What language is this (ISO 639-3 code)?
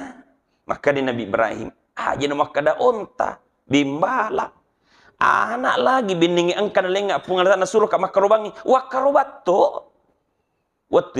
bug